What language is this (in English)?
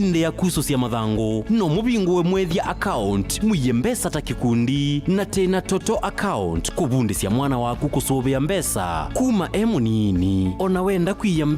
Kamba